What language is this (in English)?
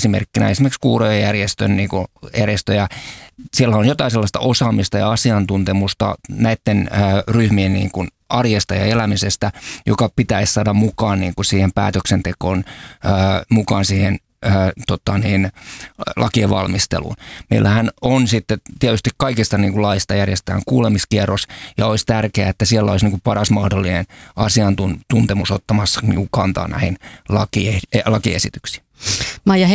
Finnish